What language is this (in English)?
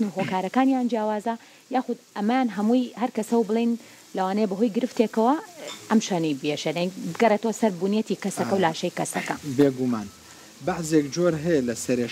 Central Kurdish